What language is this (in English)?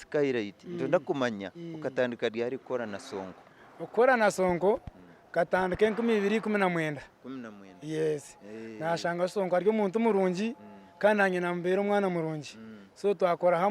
Nyankole